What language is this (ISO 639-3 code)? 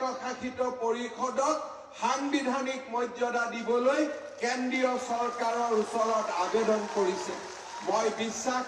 asm